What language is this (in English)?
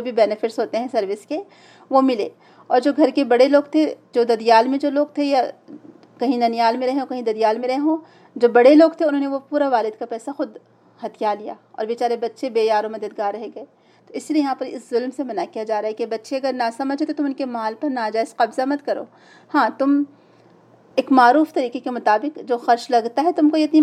Urdu